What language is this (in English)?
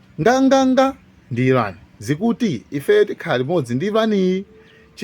Nyanja